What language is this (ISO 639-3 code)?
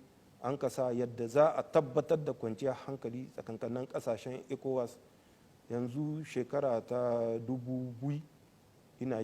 hau